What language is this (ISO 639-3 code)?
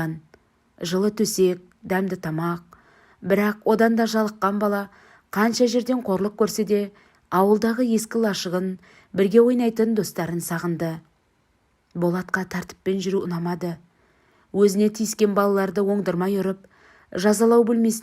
kaz